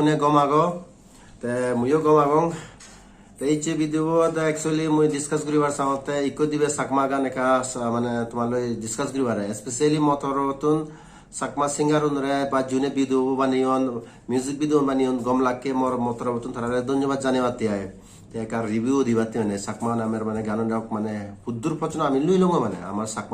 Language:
Chakma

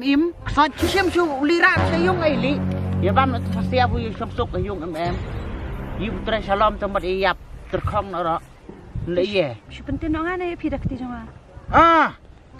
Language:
Khasi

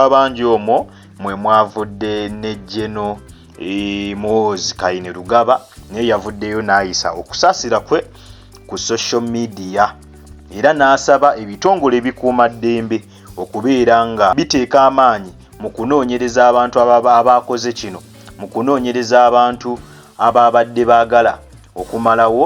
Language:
Ganda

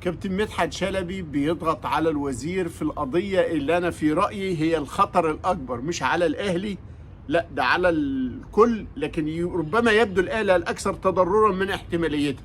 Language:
Egyptian Arabic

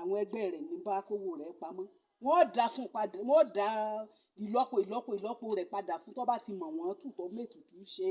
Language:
Yoruba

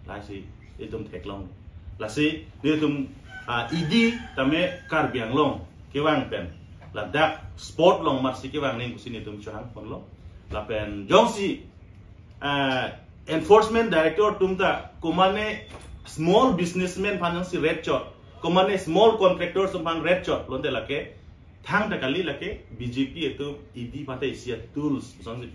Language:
Karbi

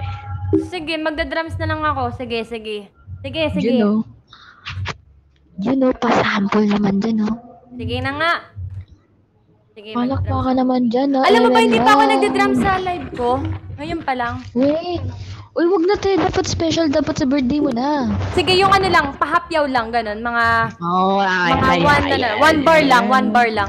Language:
Filipino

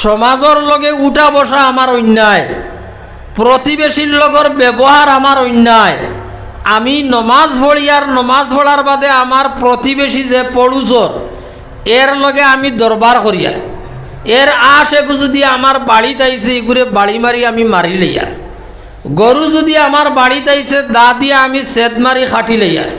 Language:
Sylheti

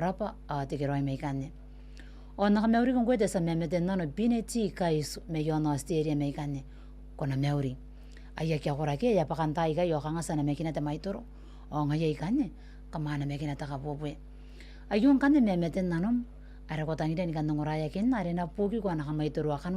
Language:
Gilbertese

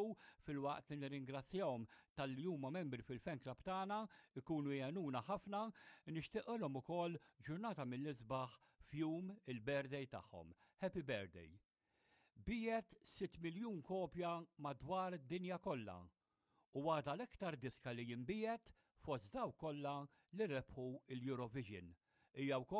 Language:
Maltese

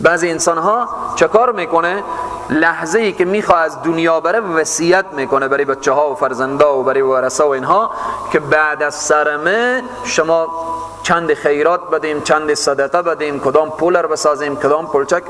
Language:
Persian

